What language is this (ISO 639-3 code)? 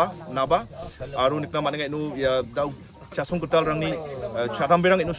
grt